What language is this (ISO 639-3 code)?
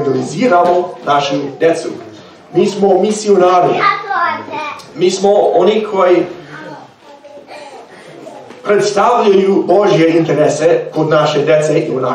hrv